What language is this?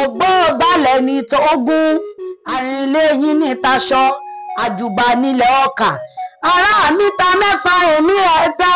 Yoruba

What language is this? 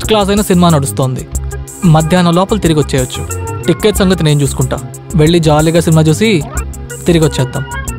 Telugu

